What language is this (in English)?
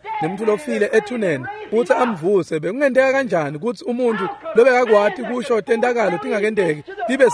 Swati